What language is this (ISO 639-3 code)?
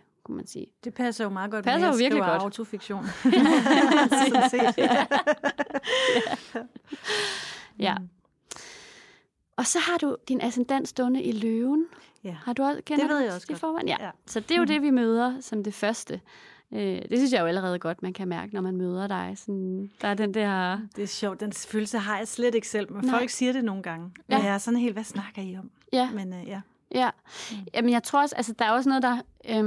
dan